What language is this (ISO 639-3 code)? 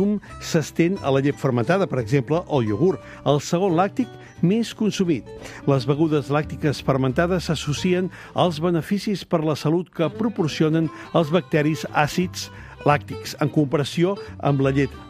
cat